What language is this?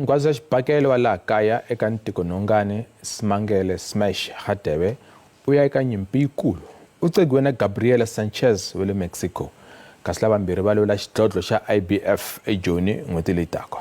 Tsonga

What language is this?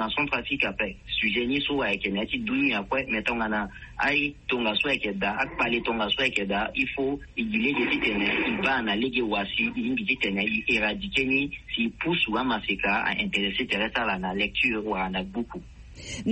Sango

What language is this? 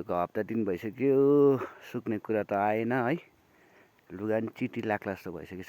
Nepali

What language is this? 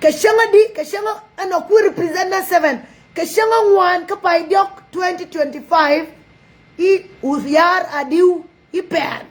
Nuer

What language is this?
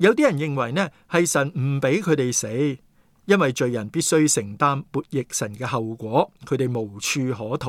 Cantonese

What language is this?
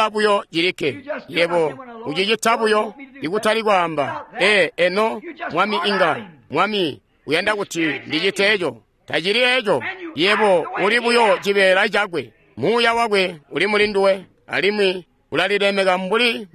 Tonga (Zambia)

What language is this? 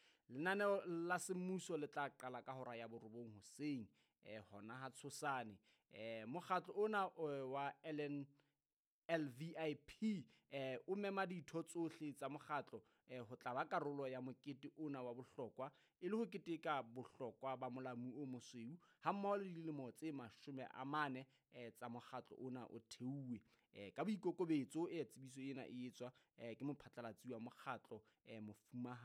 Southern Sotho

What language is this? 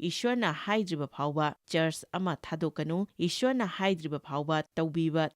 Manipuri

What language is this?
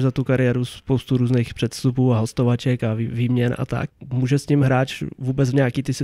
Czech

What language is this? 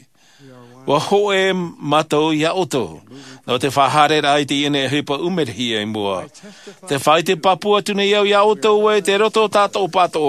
Tahitian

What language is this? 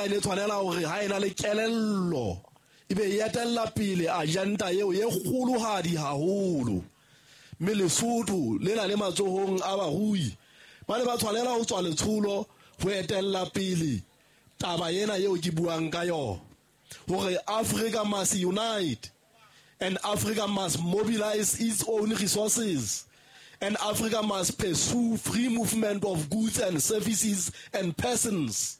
Southern Sotho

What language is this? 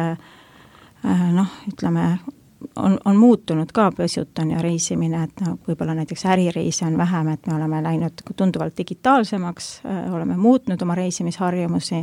Estonian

